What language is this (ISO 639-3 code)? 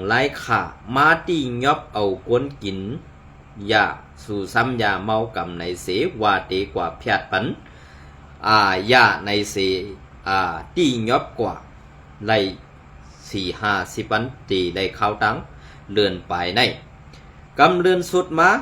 shn